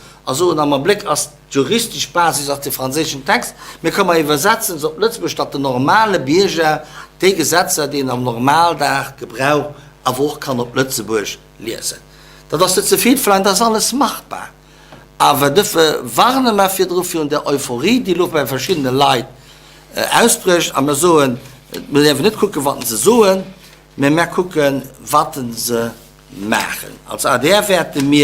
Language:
Luxembourgish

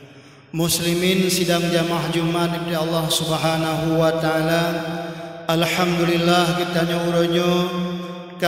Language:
Achinese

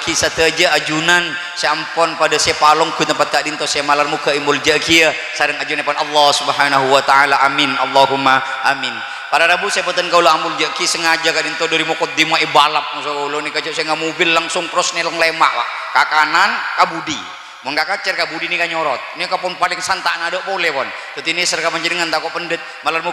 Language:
Madurese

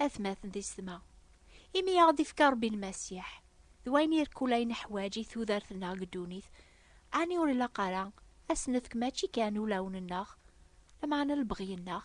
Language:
Kabyle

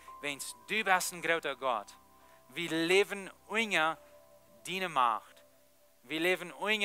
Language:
Plautdietsch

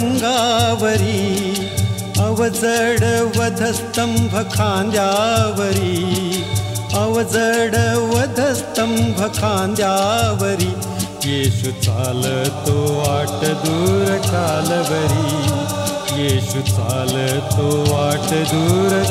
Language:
Marathi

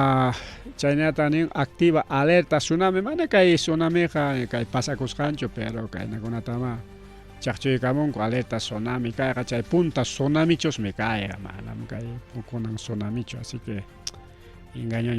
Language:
Ayacucho Quechua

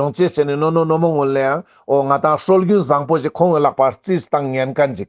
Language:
Ladakhi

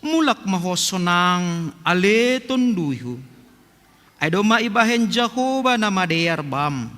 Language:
Batak Simalungun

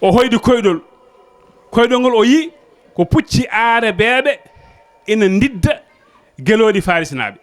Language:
Fula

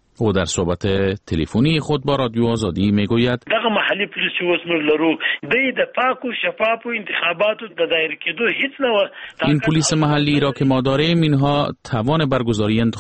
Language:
Persian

